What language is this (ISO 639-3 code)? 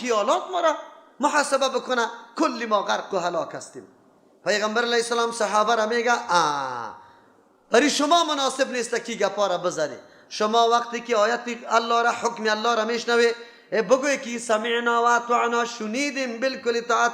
fas